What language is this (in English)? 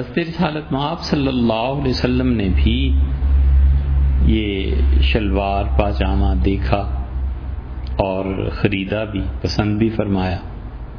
Urdu